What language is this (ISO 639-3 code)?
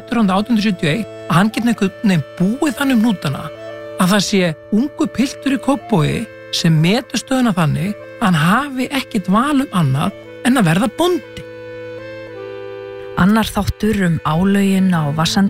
isl